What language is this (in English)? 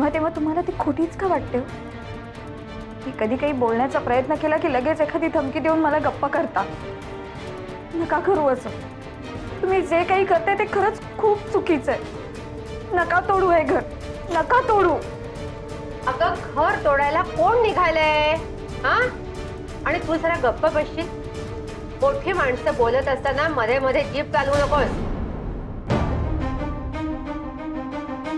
Marathi